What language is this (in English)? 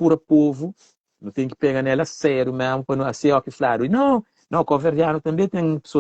Kabuverdianu